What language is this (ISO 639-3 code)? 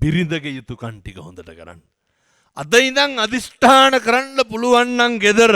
sin